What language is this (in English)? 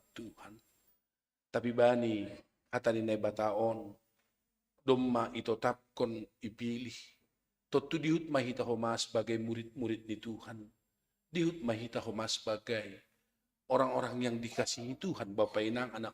Batak Simalungun